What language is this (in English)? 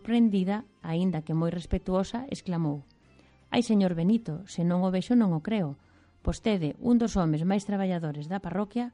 Galician